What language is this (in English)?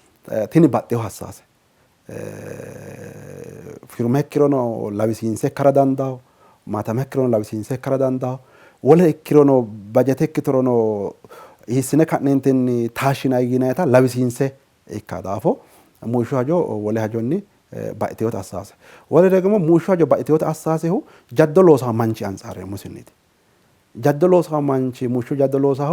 Sidamo